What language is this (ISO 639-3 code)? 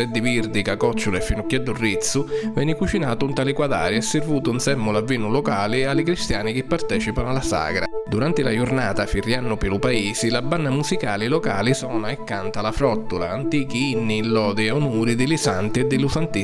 scn